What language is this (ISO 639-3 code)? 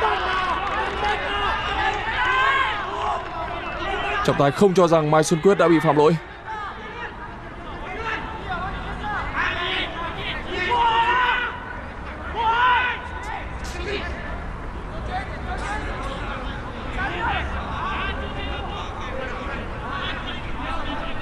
vie